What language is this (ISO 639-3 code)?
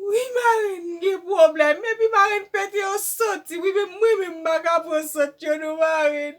hat